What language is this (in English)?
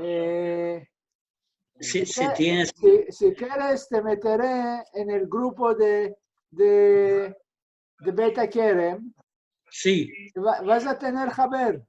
Ladino